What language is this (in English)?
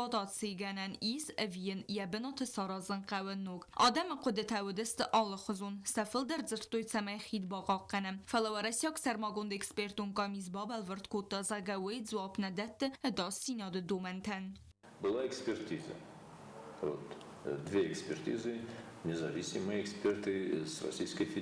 Ossetic